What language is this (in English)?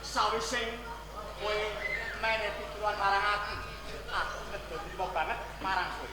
Javanese